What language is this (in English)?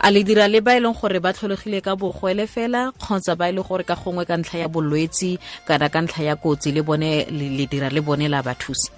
Tswana